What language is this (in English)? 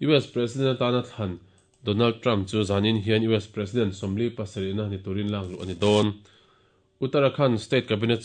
Mizo